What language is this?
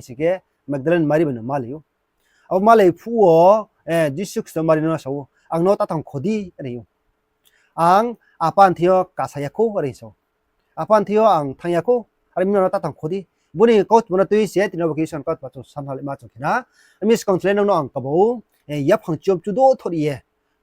Riang (India)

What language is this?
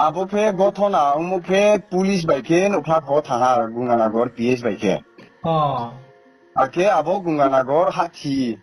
Riang (India)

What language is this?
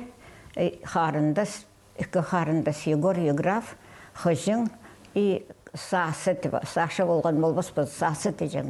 Khakas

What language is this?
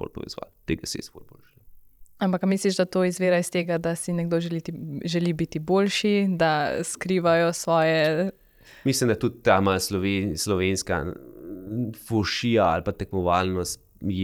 Slovenian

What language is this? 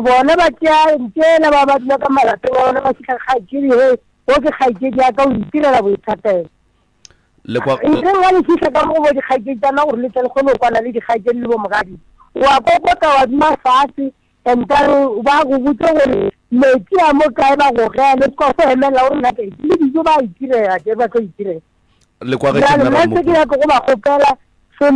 Northern Sotho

